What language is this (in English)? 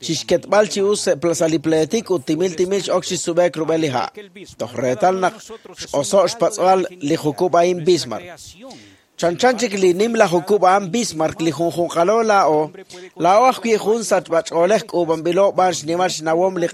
Kekchí